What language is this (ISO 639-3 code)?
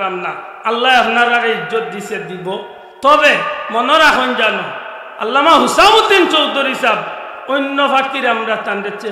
syl